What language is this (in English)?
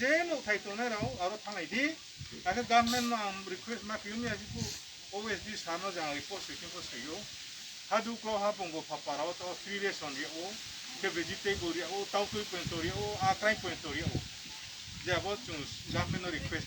Riang (India)